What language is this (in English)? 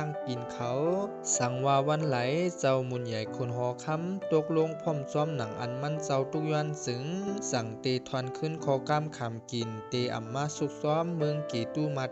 Shan